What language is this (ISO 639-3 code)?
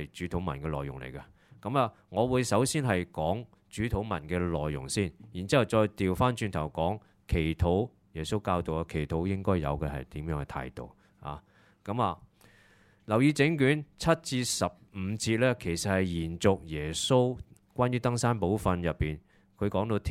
yue